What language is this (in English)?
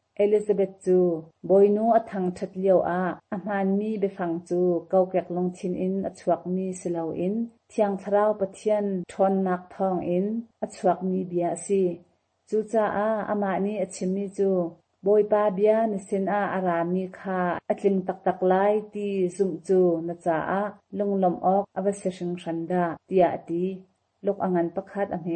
Hakha Chin